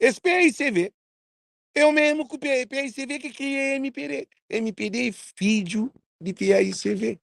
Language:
Kabuverdianu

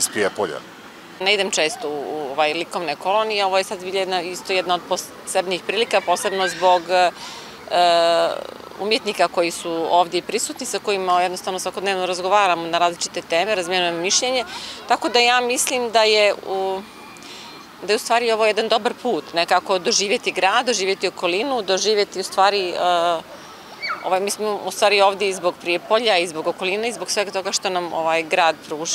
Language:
Serbian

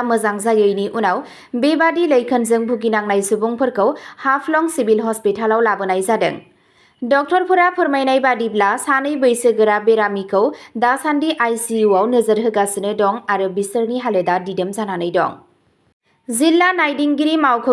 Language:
Bodo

